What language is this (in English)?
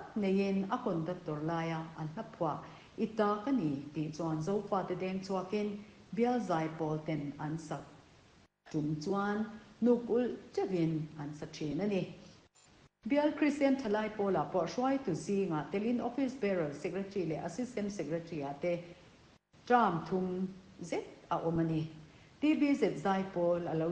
Mizo